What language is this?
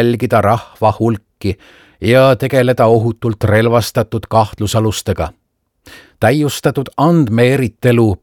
Estonian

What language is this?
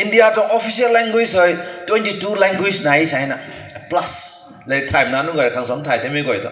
Rongmei Naga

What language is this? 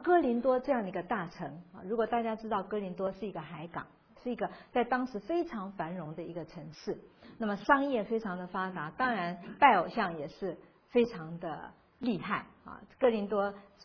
Chinese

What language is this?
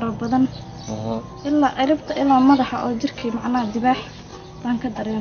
Somali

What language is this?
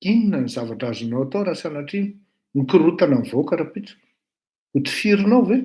Malagasy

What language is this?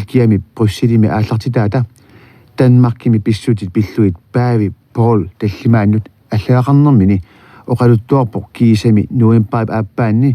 Kalaallisut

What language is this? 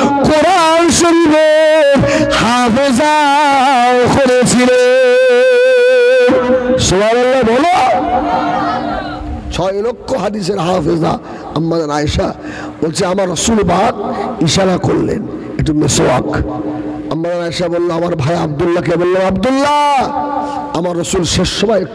Bangla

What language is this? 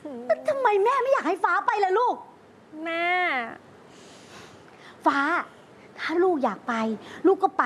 Thai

